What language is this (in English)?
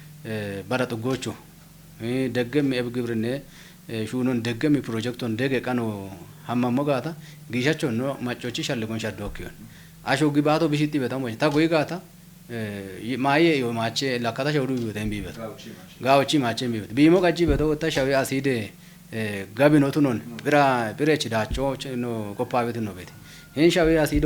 Kafa